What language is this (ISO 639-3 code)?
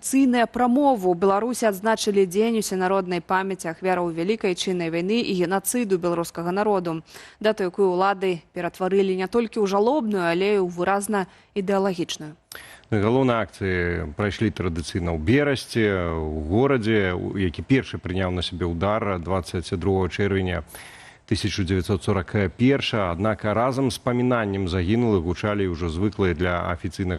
bel